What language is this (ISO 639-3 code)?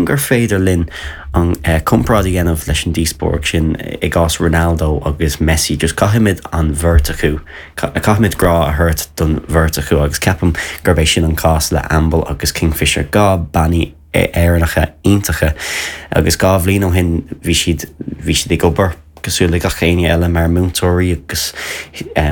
gle